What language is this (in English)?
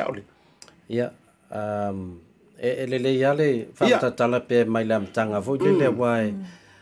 Samoan